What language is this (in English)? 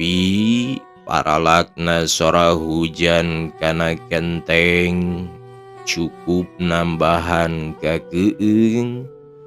Sundanese